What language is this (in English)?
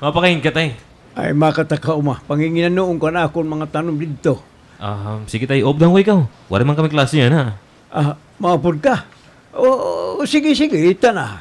Waray